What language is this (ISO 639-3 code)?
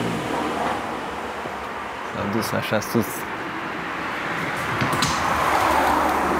ron